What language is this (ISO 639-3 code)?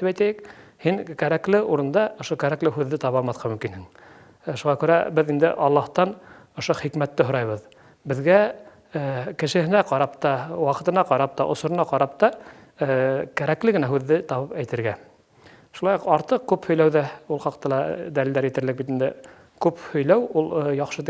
bak